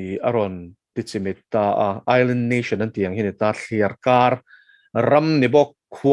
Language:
Mizo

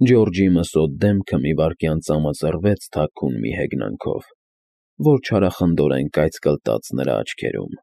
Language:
Armenian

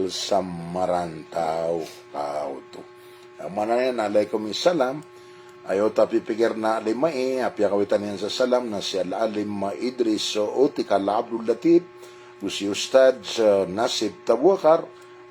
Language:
Maranao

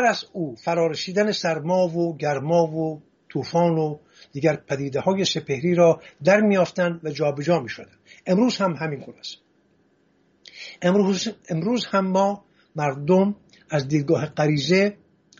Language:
Persian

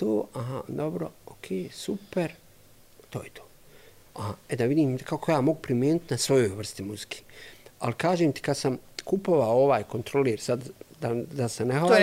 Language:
Serbian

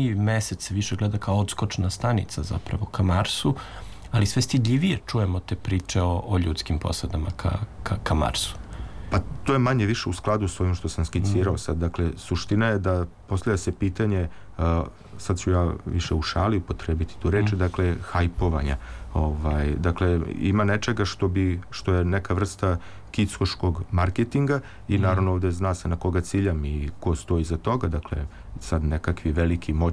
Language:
Serbian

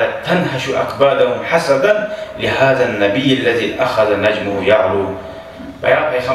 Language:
Kumyk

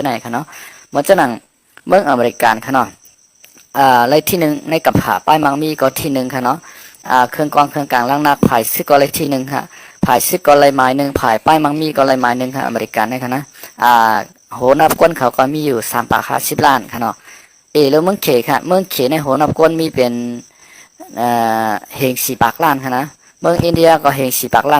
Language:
Shan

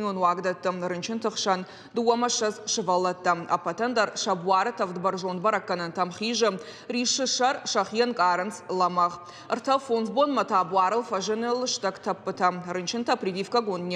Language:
Ossetic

